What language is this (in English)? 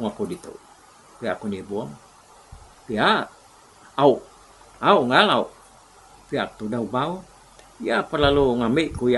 Iban